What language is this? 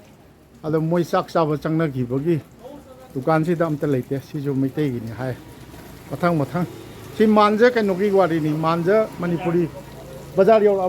Manipuri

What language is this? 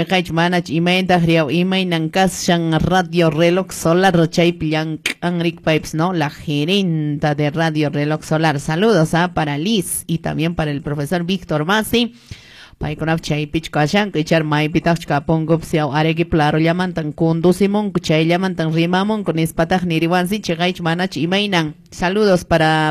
Quechua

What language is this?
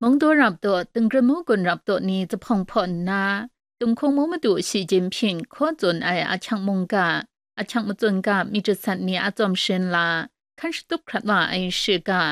Kachin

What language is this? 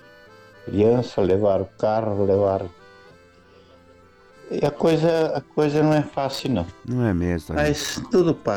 Portuguese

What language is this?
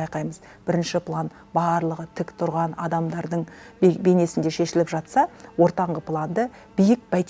Kazakh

